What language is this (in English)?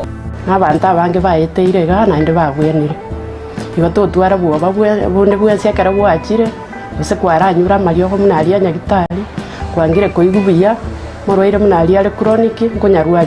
Gusii